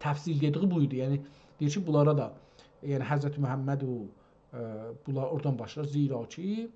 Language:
South Azerbaijani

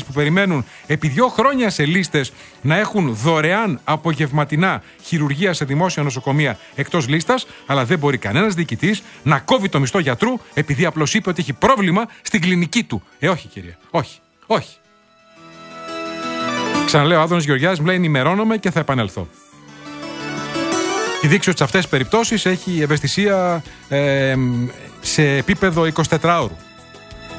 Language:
Greek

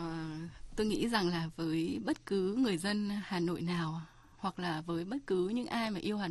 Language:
Vietnamese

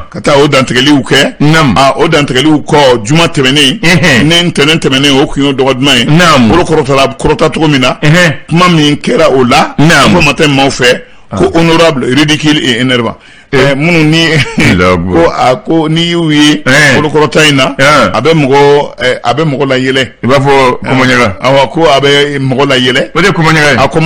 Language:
Bambara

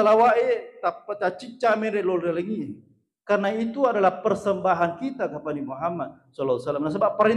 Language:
Buginese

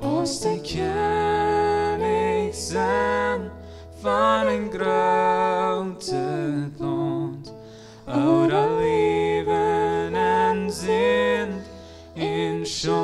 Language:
Plautdietsch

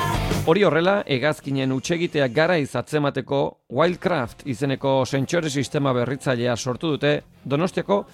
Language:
Basque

